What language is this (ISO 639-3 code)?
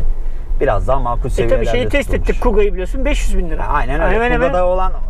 tur